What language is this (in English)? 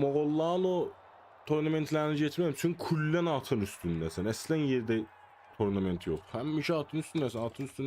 South Azerbaijani